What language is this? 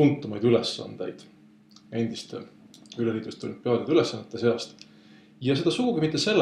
Estonian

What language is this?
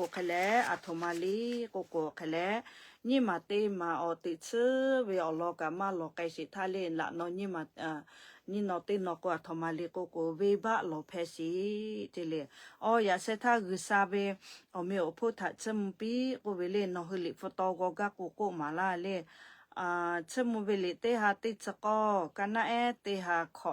Lahu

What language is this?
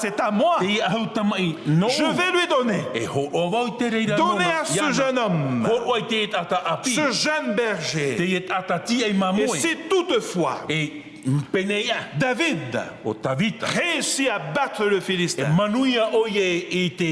Tahitian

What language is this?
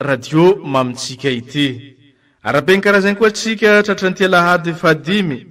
Malagasy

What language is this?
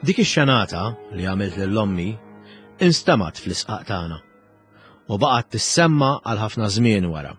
Maltese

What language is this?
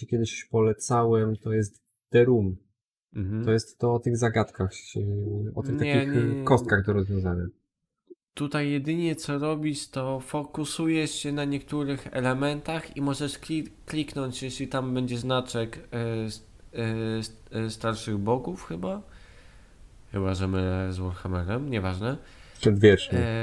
Polish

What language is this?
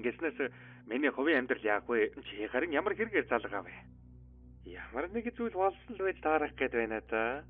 Mongolian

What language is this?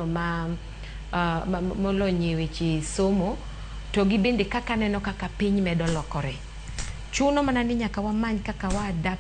Luo (Kenya and Tanzania)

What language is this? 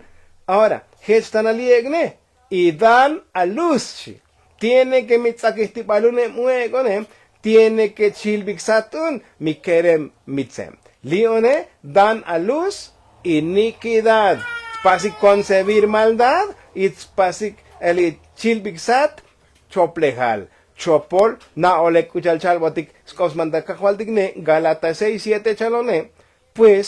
Tzotzil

